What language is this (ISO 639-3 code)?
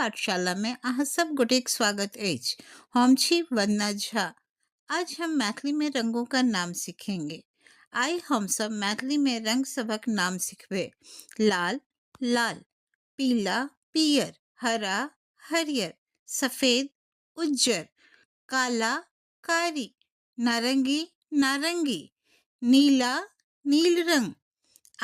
mai